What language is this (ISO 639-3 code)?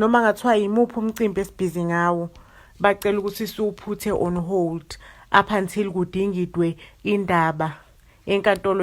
zul